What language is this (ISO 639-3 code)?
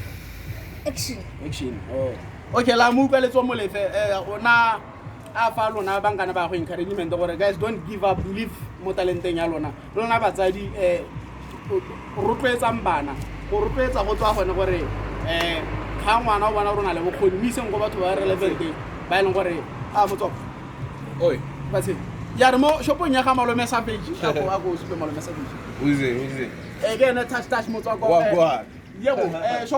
tsn